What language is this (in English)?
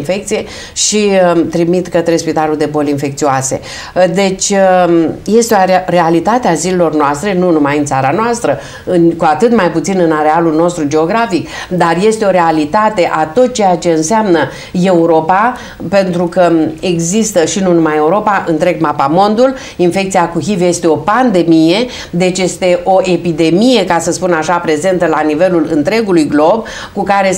Romanian